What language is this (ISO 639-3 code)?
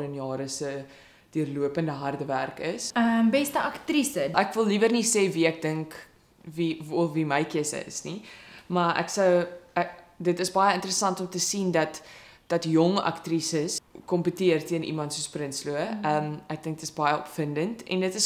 afr